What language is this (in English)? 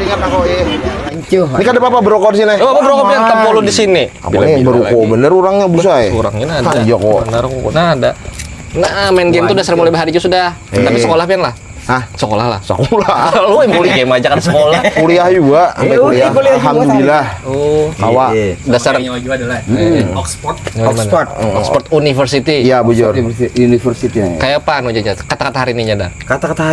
Banjar